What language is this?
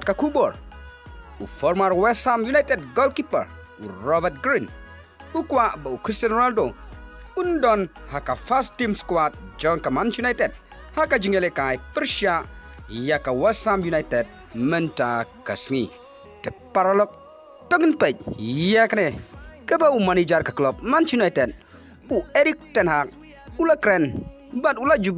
Khasi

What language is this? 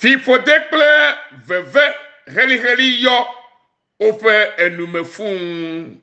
Ewe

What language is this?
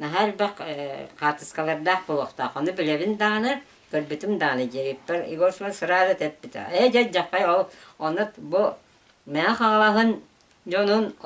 Yakut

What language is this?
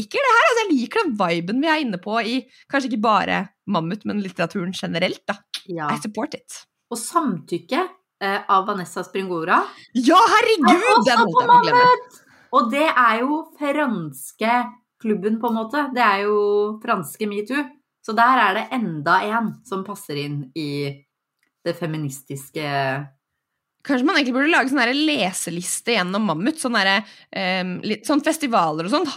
Norwegian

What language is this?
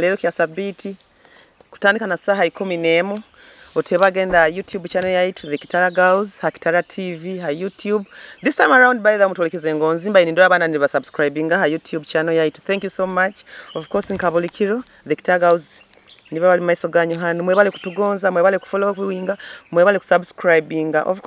Nyoro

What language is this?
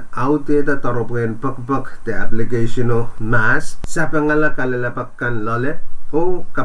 Pohnpeian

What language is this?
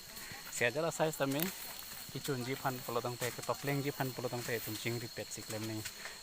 Karbi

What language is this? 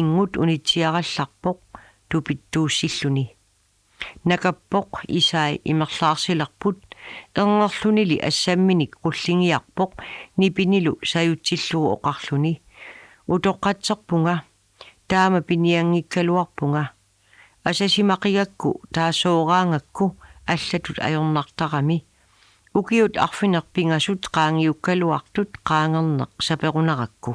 Kalaallisut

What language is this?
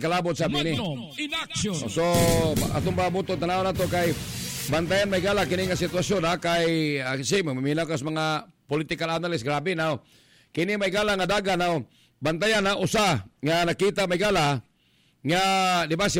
Cebuano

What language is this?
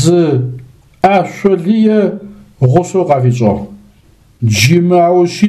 Adyghe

